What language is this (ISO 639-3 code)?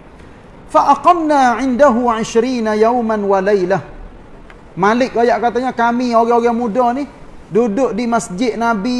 msa